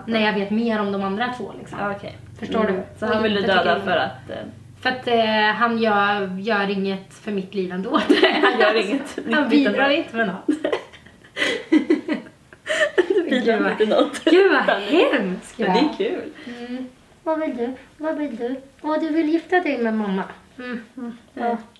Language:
Swedish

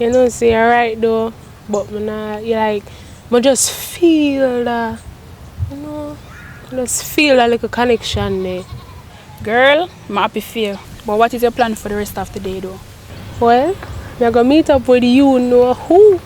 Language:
Jamaican Creole English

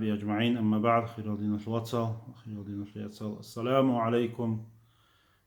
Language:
Avaric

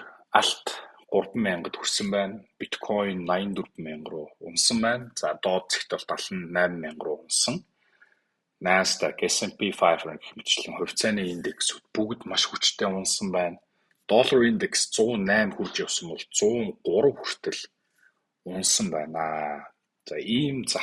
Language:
Mongolian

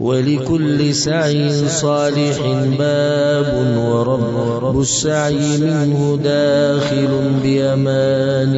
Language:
Pashto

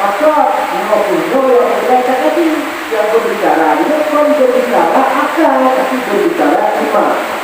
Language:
Achinese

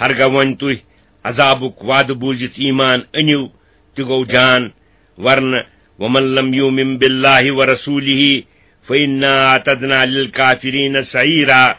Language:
Kashmiri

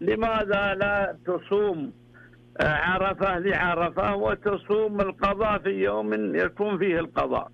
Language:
Najdi Arabic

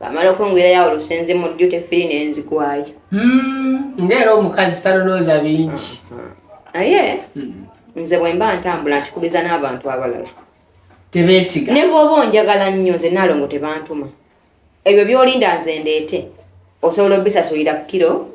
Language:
Ganda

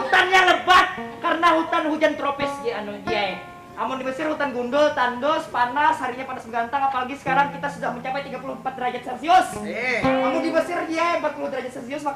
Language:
Banjar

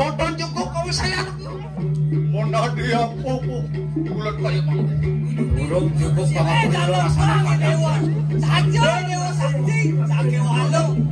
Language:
Balinese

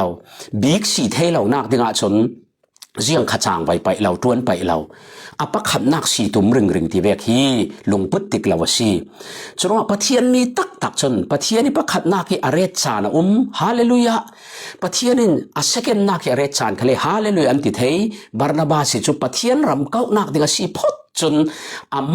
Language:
Falam Chin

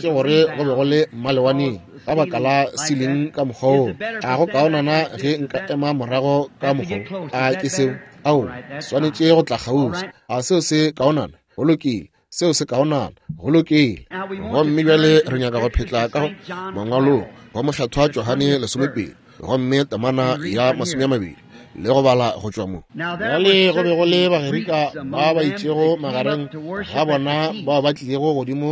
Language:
Northern Sotho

